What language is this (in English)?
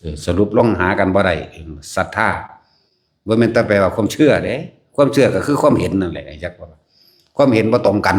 Northeastern Thai